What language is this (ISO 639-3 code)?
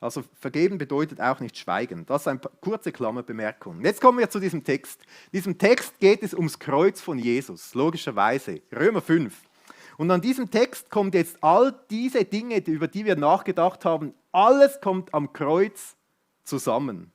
gsw